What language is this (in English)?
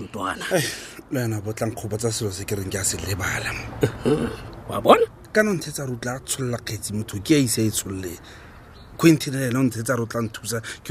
Tswana